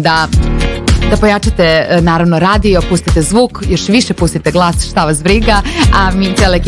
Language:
Serbian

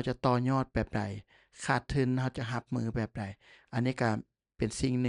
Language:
Lao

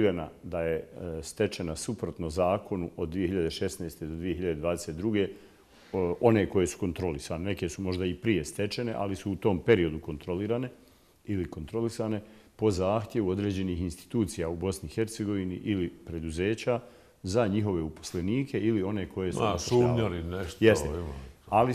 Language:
Bosnian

